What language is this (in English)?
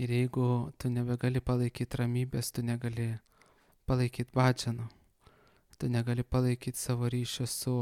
Lithuanian